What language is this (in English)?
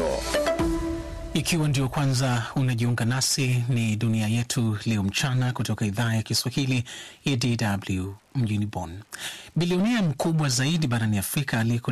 Swahili